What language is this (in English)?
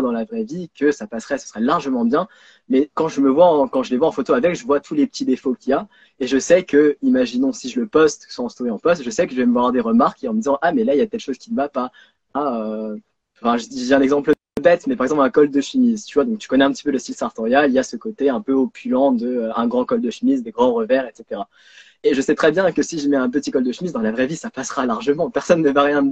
French